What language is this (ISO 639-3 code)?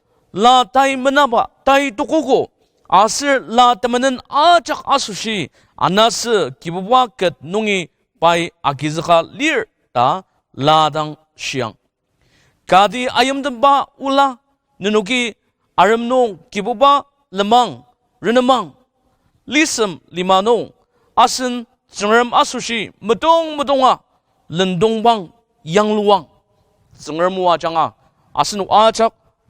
njo